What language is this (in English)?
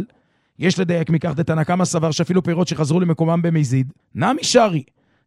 Hebrew